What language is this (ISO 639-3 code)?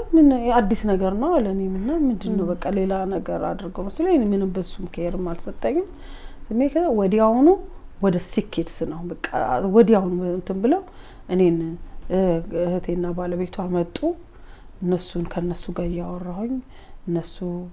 amh